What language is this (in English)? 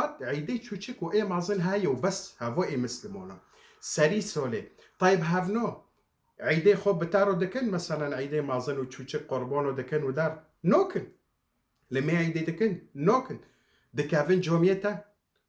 Kurdish